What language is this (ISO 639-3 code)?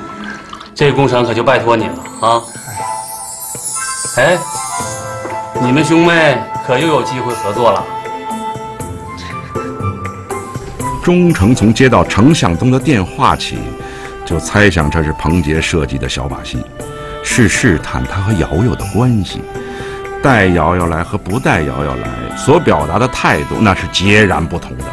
zho